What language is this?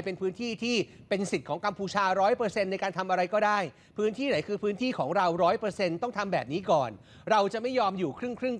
Thai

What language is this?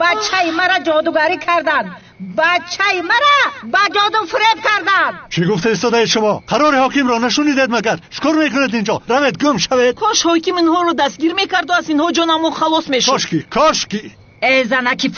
Tajik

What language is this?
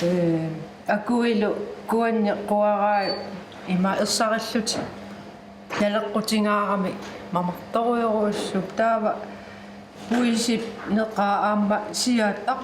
Kalaallisut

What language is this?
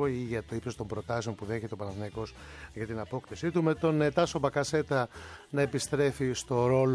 Greek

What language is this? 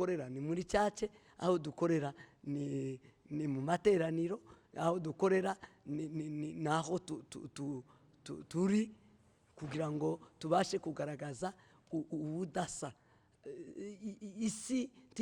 Rundi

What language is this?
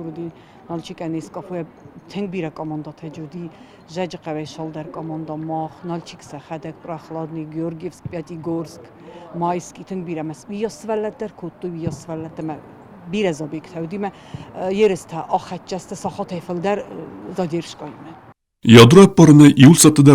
Ossetic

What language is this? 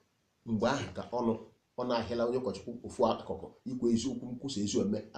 Igbo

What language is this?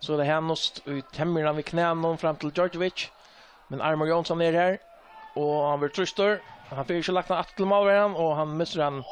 Faroese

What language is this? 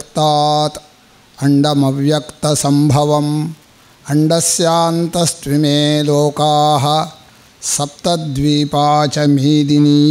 Sanskrit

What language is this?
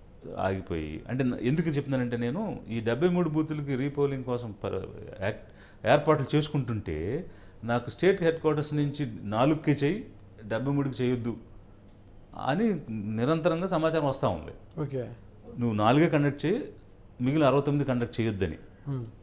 Telugu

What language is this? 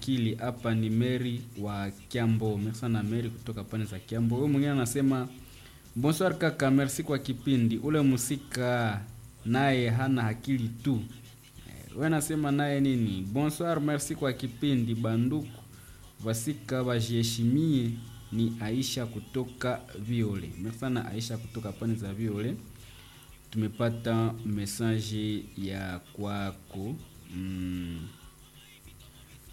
Swahili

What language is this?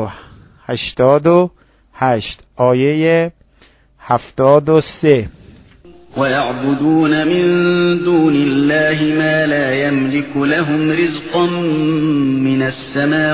Persian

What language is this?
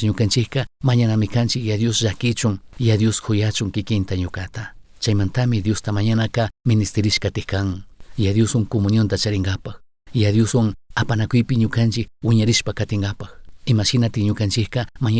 Chimborazo Highland Quichua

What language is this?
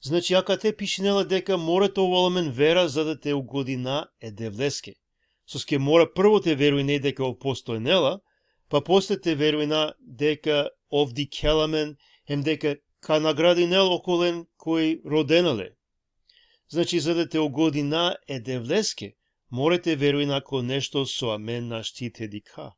Balkan Romani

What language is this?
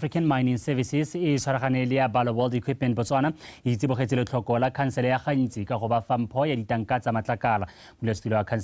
Tswana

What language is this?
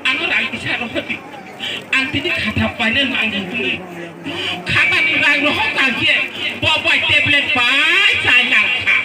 Kok Borok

